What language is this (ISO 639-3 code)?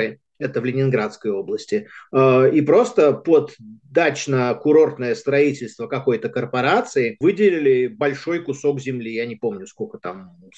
rus